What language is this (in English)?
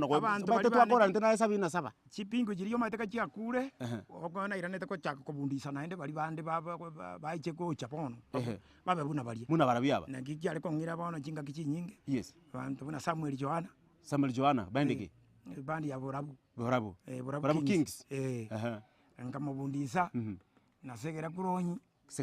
Gusii